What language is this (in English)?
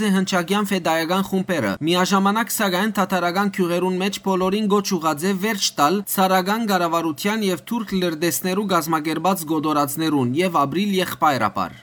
Western Armenian